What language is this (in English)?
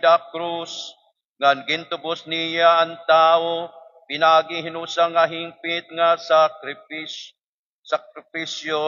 Waray